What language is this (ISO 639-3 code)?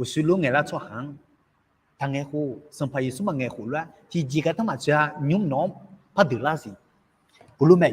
ahk